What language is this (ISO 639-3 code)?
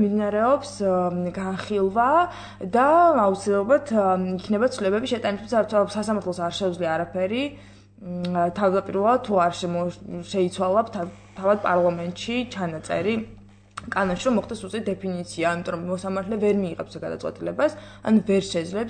kat